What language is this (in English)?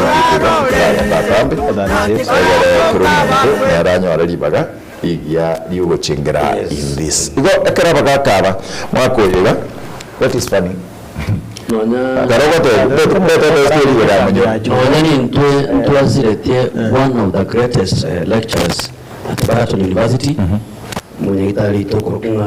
Gusii